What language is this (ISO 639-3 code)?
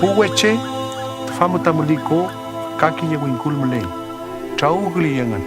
arn